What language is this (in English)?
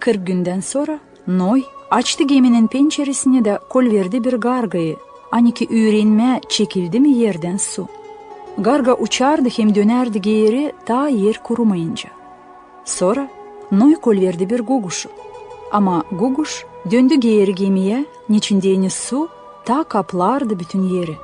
Gagauz